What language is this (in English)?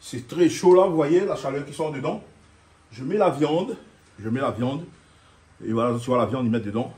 Réunion Creole French